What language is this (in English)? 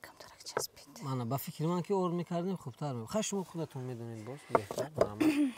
Tajik